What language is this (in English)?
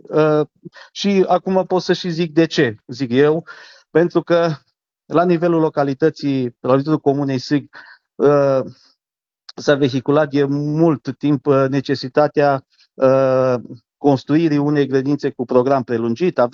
Romanian